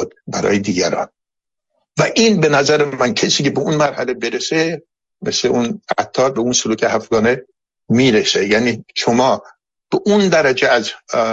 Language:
Persian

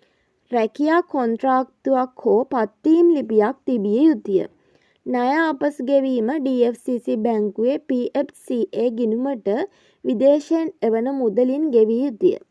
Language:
Sinhala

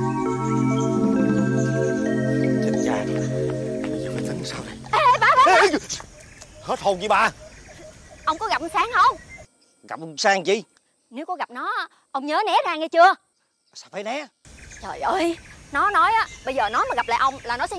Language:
Vietnamese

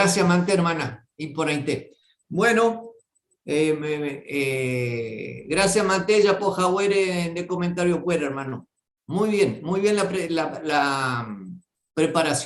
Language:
Guarani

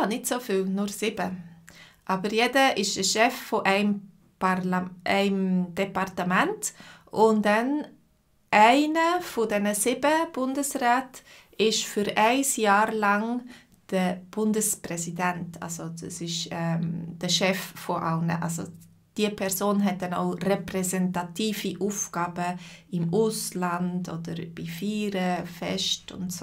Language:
Swiss German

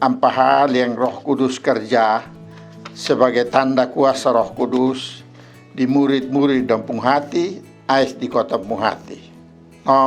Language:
Kupang Malay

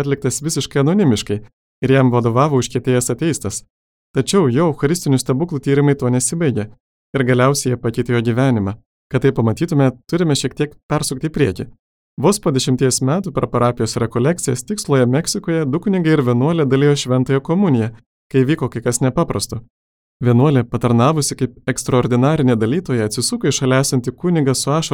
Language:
Lithuanian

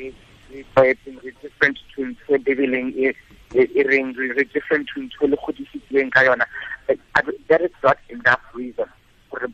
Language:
Tswana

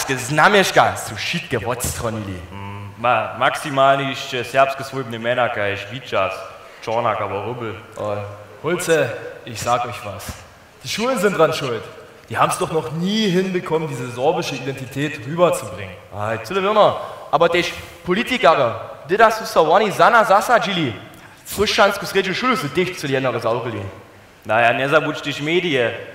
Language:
Upper Sorbian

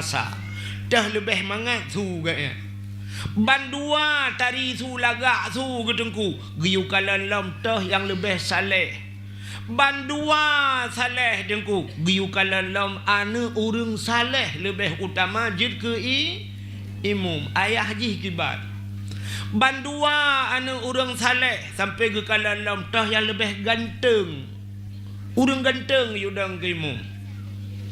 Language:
Achinese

